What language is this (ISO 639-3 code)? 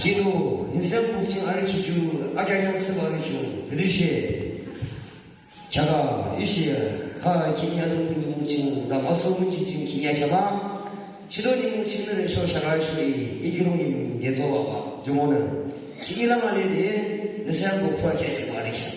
yim